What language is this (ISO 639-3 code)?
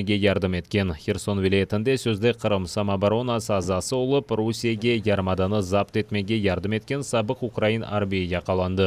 crh